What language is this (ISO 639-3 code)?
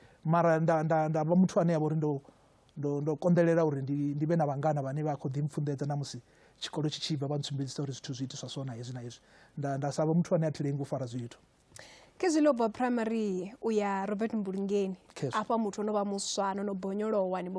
ven